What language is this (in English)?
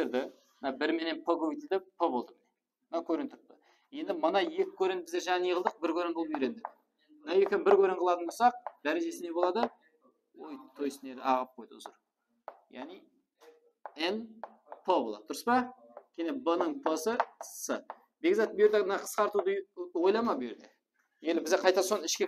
Kara-Kalpak